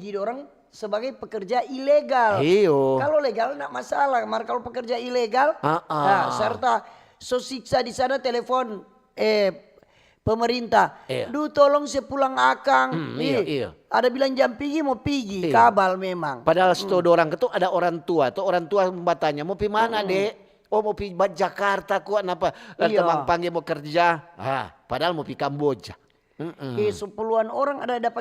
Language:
Manado Malay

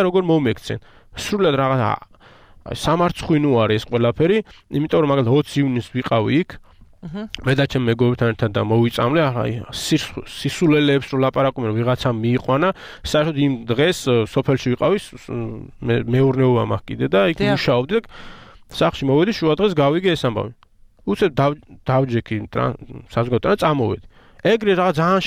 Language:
Georgian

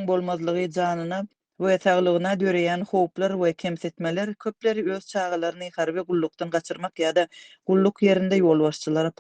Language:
Turkmen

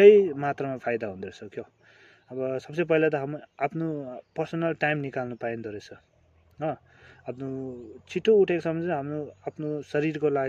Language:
Nepali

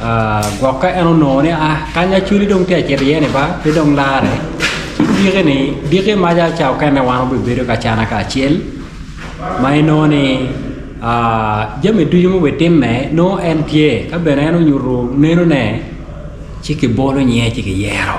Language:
Acoli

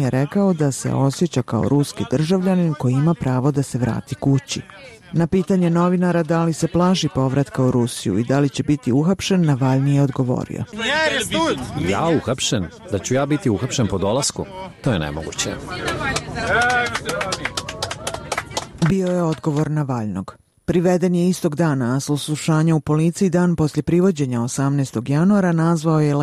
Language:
Bosnian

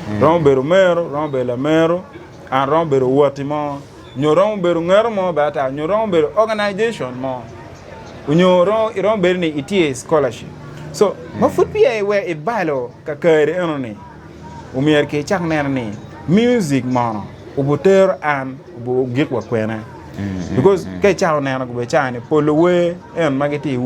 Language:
Acoli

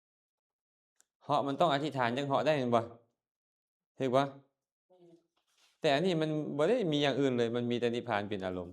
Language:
Lao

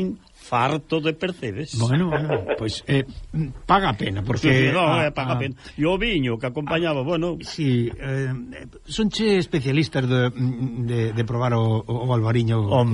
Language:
Galician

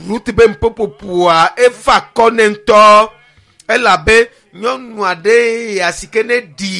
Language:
Ewe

